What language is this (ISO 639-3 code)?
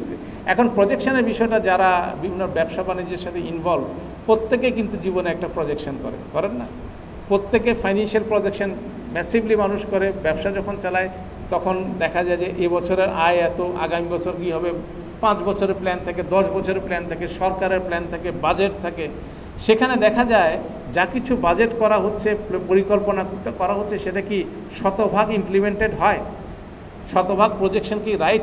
ben